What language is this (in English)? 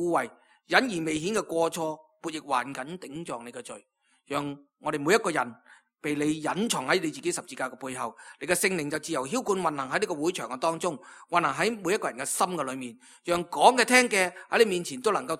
Cantonese